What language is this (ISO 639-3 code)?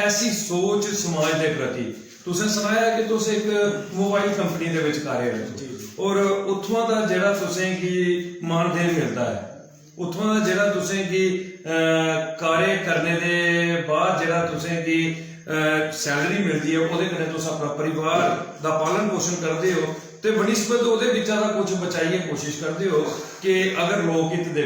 doi